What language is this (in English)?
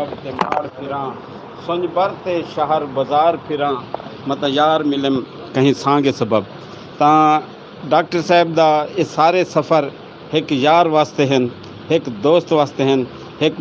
Saraiki